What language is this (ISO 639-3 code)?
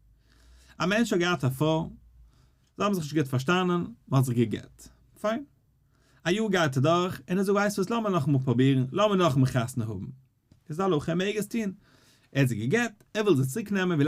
yid